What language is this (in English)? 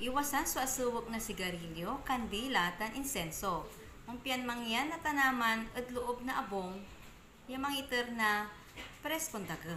Pangasinan